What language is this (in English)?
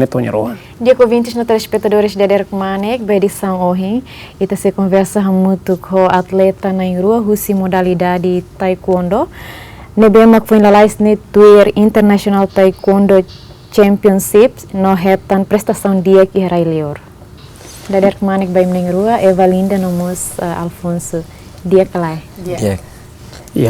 Tetum